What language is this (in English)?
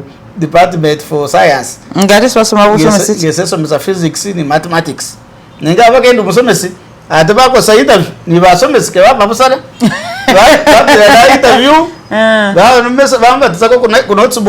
Masaaba